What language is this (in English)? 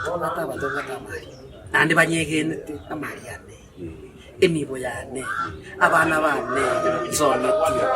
Gusii